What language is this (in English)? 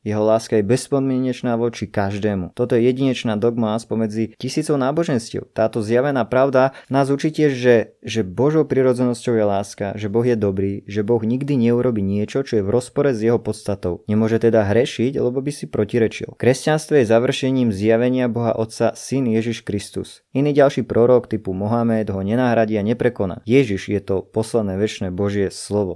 Slovak